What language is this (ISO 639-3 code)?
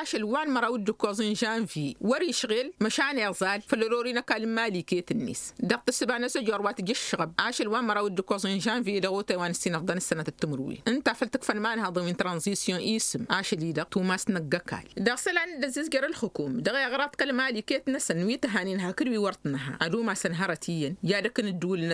taq